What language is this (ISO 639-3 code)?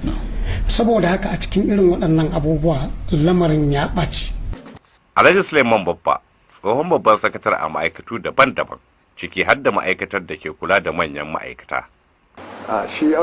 hau